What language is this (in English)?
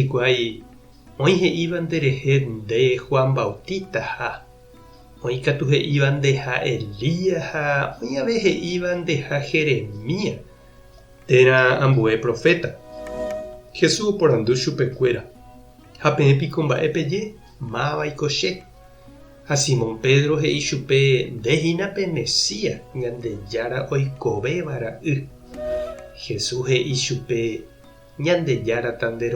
Guarani